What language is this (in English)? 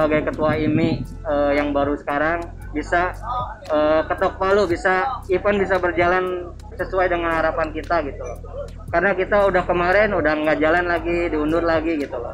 Indonesian